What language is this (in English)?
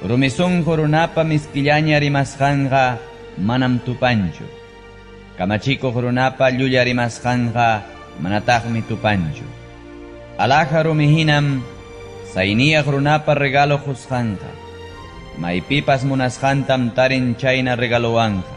Ayacucho Quechua